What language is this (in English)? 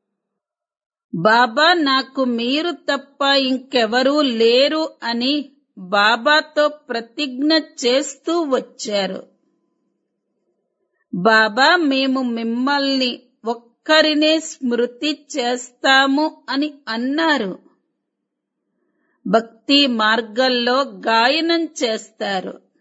Telugu